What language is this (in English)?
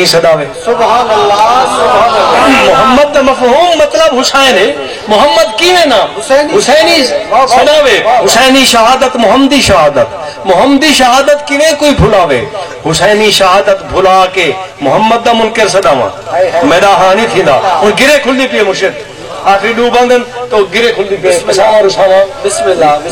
Saraiki